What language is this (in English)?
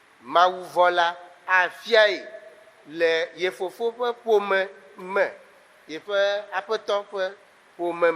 Ewe